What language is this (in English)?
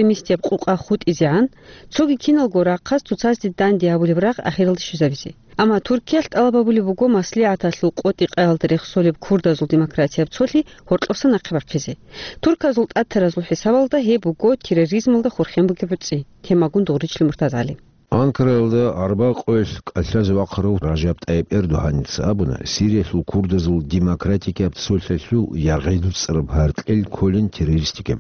Avaric